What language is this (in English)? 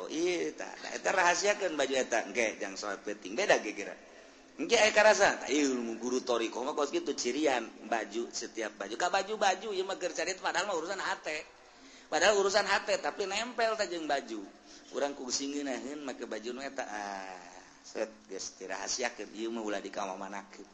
Sundanese